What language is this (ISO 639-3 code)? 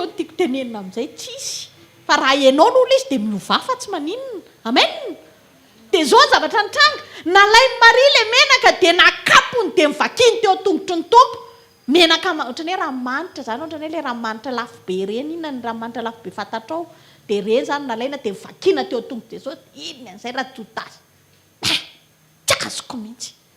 mlg